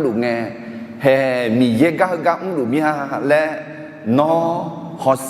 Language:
Akha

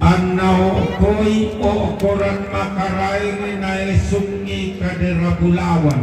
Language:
Toraja-Sa'dan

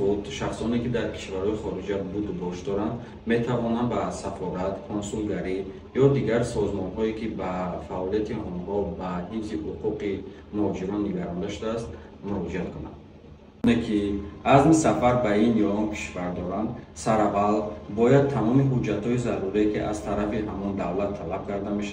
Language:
Tajik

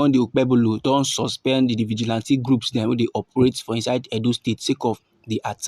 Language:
Nigerian Pidgin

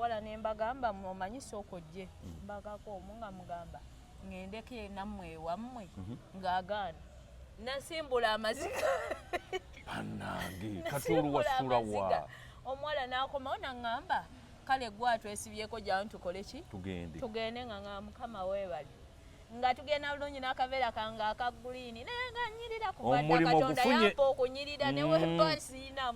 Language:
Ganda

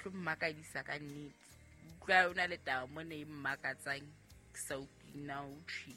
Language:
Southern Sotho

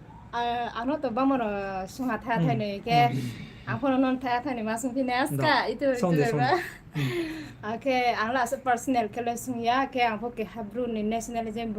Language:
Riang (India)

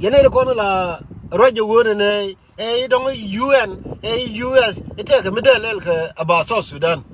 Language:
Nuer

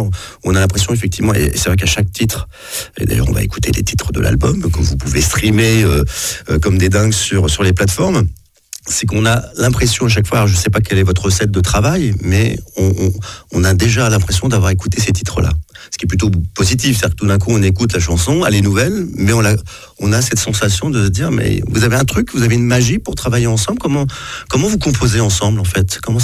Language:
French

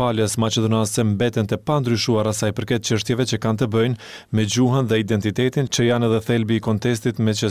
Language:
Albanian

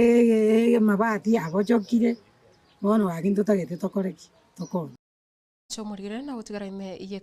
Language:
Gusii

